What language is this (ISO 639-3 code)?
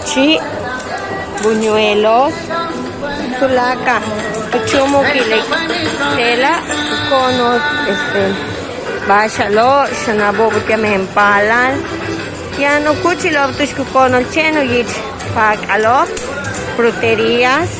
yua